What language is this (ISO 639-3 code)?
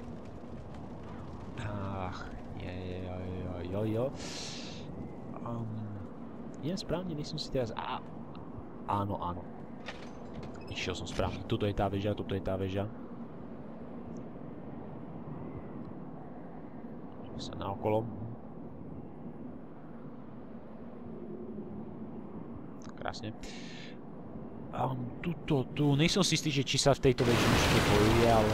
slk